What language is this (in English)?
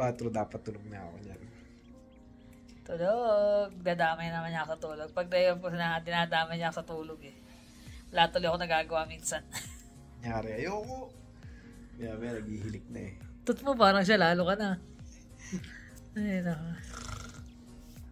Filipino